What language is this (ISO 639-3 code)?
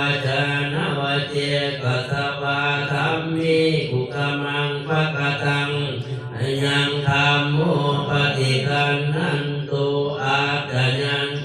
pli